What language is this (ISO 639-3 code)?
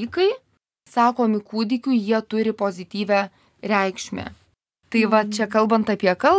lit